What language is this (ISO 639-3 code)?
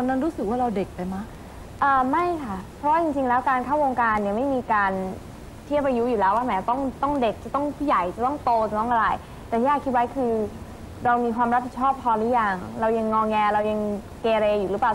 tha